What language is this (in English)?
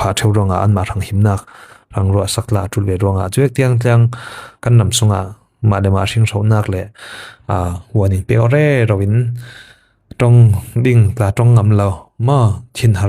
Falam Chin